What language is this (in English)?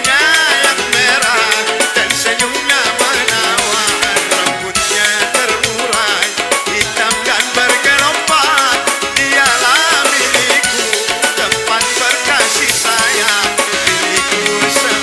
Betawi